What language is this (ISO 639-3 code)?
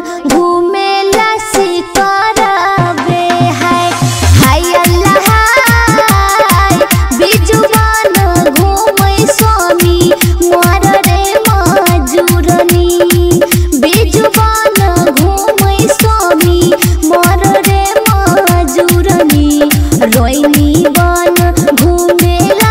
bho